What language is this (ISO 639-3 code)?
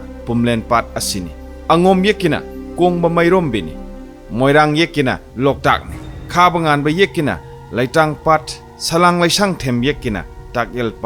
mni